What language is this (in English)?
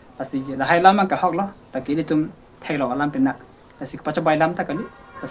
Karbi